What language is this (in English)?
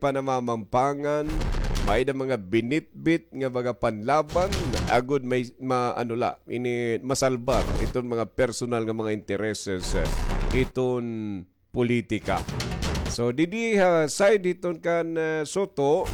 Waray